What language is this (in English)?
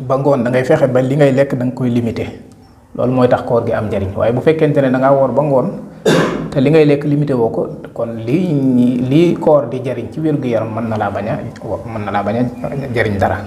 Wolof